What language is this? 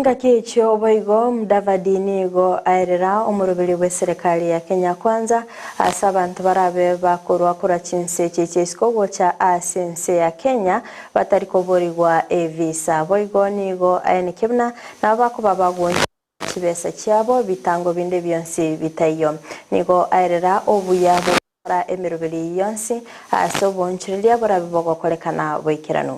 Gusii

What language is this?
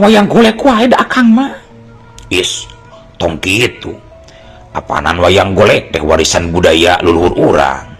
Sundanese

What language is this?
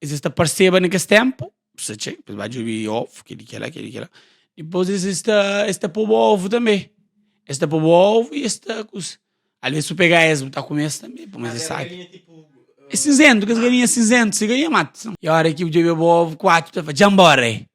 Kabuverdianu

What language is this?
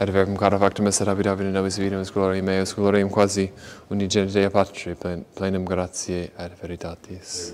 Latin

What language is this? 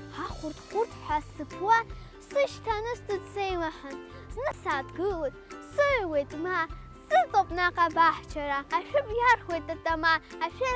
Abkhazian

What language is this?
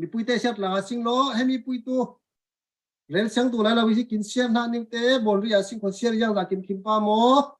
Falam Chin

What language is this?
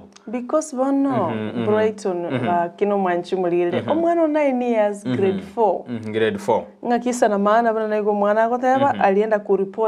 Gusii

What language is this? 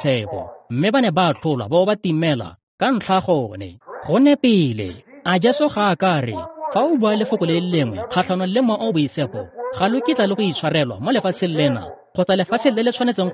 Tswana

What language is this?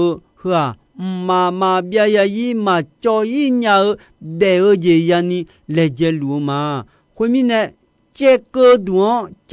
Akha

